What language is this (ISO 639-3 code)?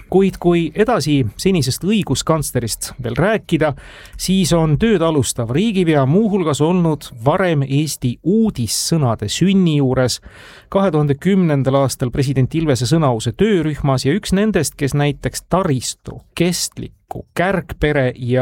est